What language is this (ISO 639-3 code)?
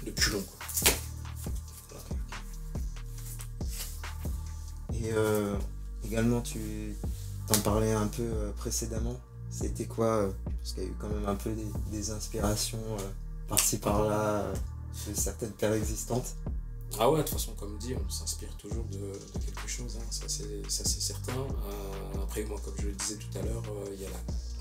fra